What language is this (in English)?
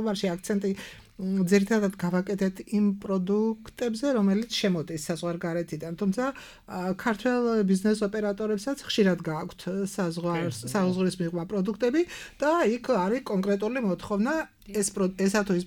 Georgian